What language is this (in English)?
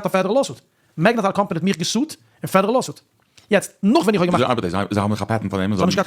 Yiddish